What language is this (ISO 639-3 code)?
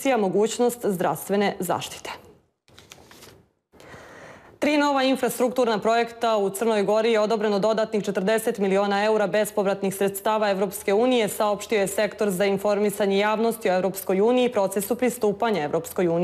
srp